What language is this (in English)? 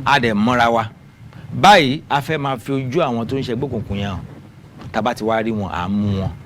Yoruba